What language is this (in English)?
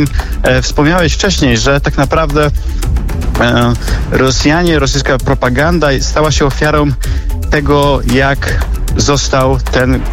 Polish